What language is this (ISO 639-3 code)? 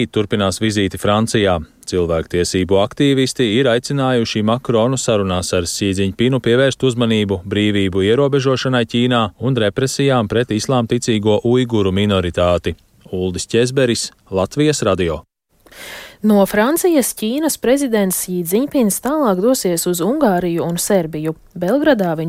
lav